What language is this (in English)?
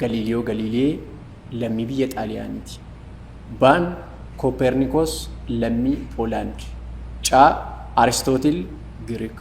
Oromo